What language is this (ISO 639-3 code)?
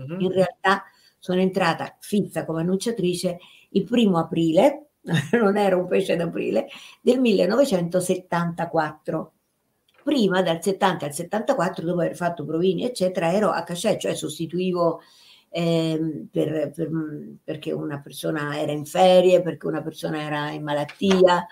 ita